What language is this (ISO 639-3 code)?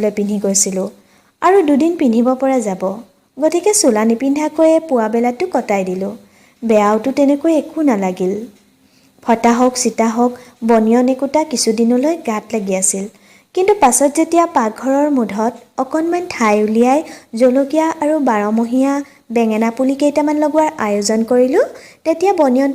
asm